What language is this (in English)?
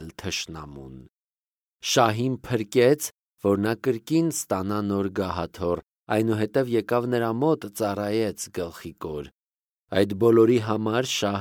Armenian